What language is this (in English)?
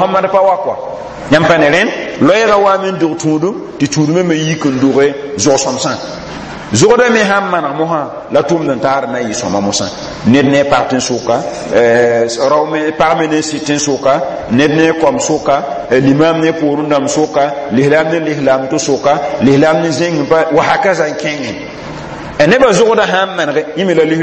Mossi